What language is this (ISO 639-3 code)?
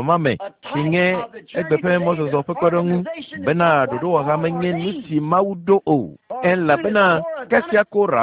ewe